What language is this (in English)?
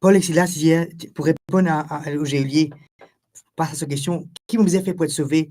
Morisyen